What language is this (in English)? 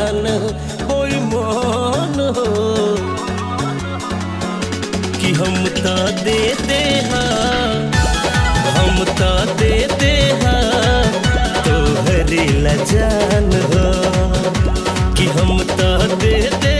Bhojpuri